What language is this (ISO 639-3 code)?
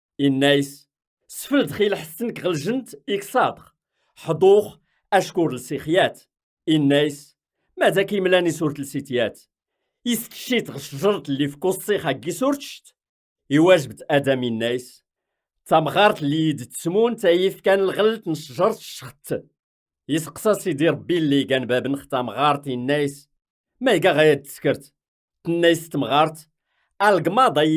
kab